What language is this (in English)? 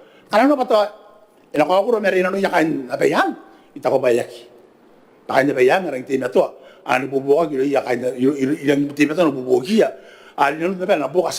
Gilbertese